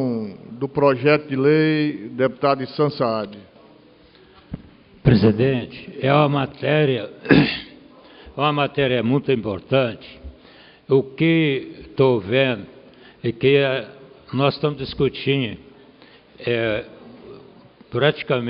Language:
Portuguese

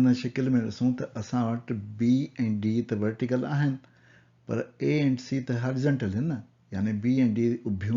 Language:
Sindhi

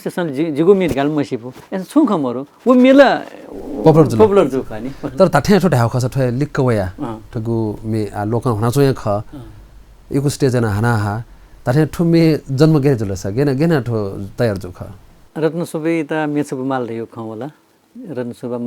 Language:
Newari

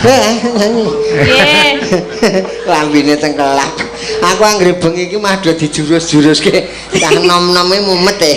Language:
Javanese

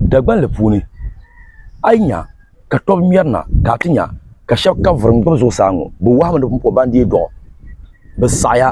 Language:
Dagbani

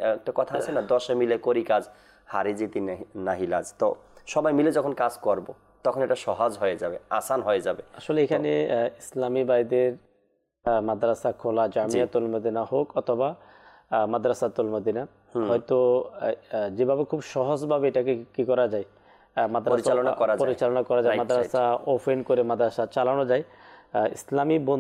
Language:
Bangla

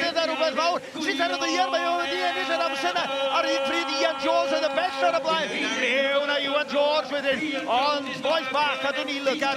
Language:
Welsh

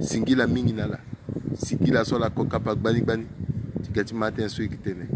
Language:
Sango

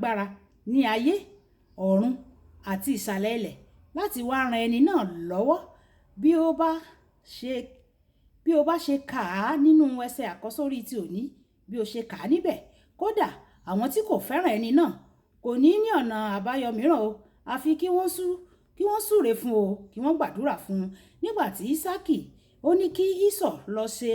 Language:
Yoruba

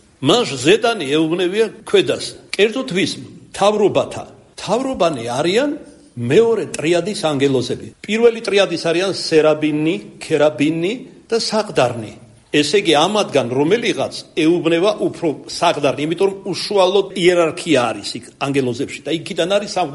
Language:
Georgian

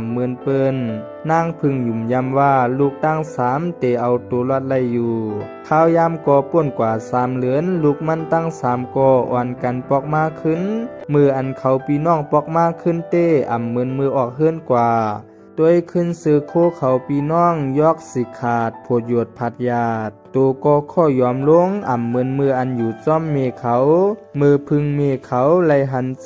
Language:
Shan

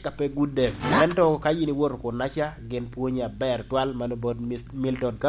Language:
Lango (Uganda)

